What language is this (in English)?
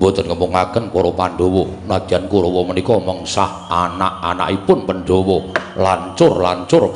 Javanese